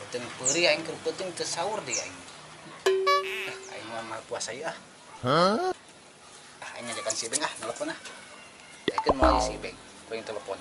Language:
Sundanese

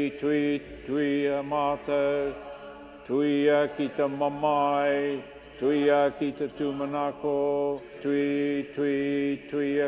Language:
Māori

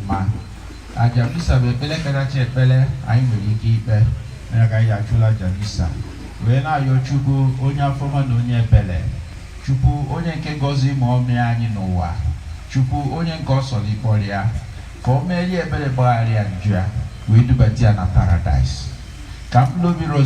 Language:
Igbo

